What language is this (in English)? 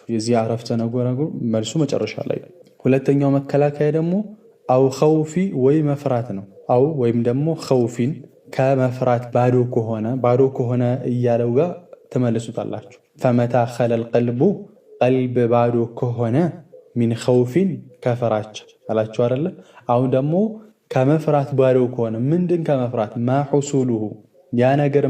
Amharic